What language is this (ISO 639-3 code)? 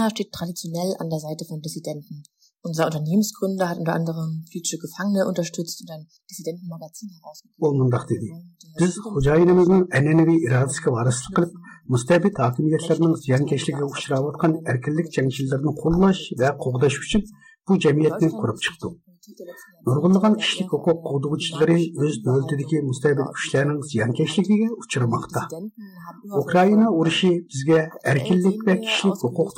uig